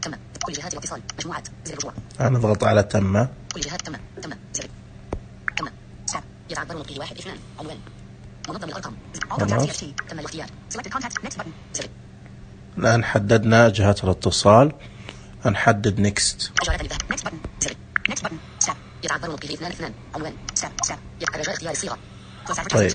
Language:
Najdi Arabic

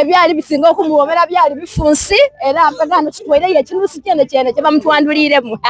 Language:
Soga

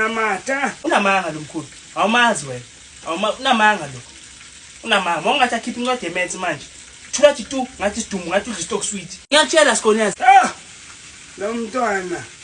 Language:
Zulu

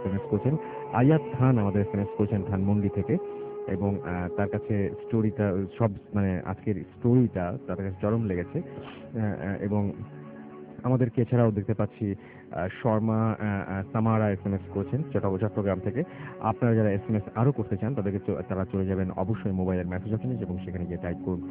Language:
Bangla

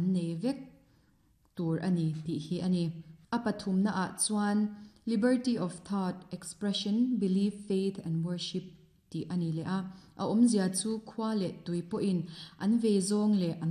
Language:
Mizo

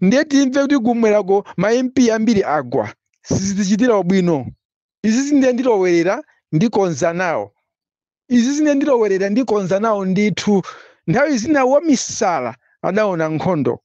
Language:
Nyanja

